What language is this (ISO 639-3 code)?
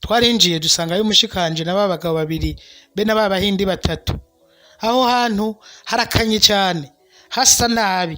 run